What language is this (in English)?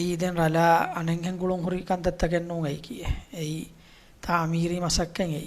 Divehi